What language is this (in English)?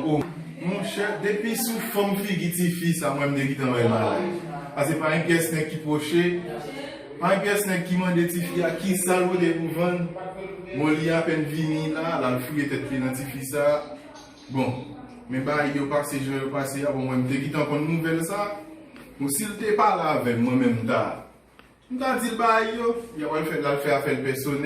Haitian Creole